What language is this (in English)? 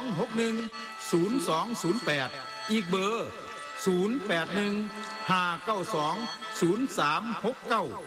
Thai